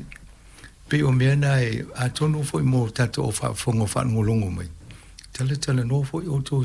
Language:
Samoan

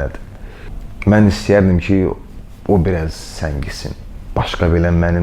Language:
Azerbaijani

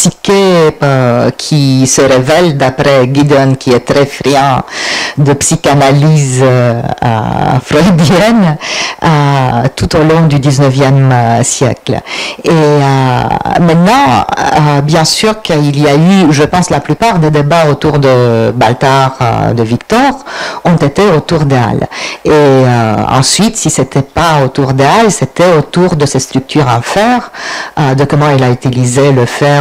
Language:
French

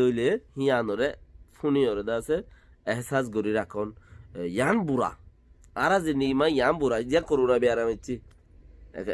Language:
Rohingya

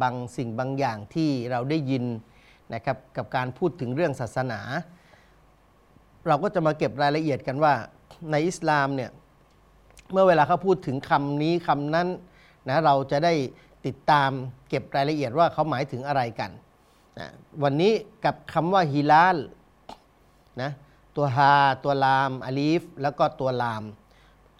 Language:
Thai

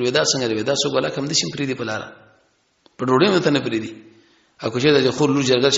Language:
Pashto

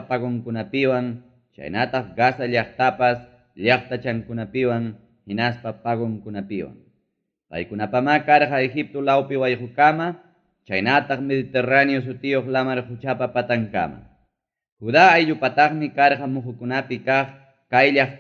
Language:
Ayacucho Quechua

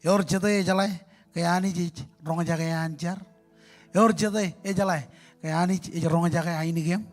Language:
Marshallese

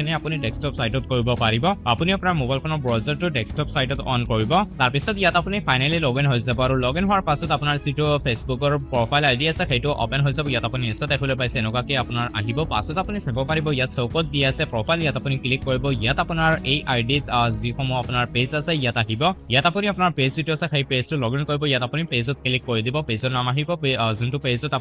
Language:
Assamese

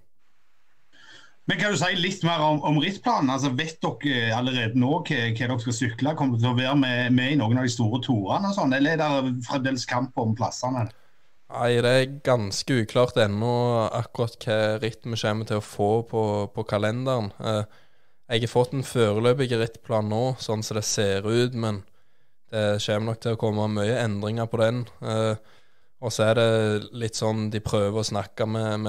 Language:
Norwegian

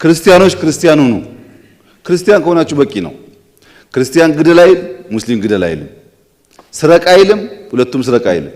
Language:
Amharic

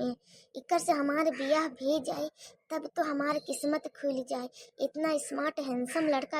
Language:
Bhojpuri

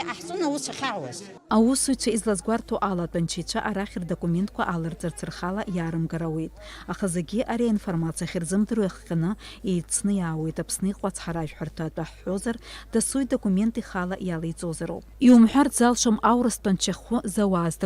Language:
Abkhazian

